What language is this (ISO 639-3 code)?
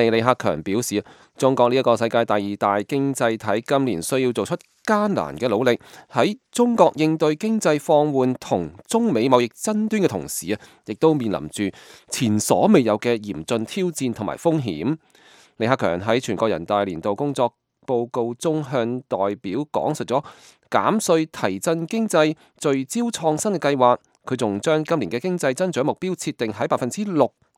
yue